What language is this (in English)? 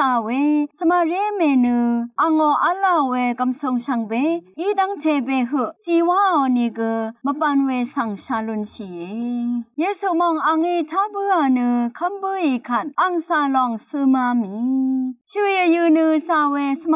Rawang